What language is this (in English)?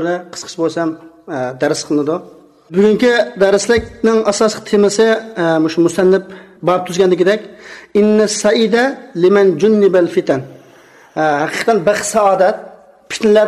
Uyghur